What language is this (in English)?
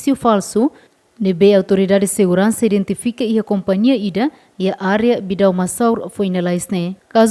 Tetum